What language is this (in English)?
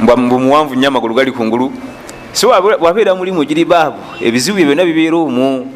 Ganda